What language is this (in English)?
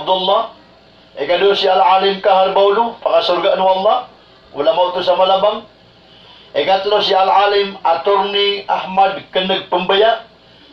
Maranao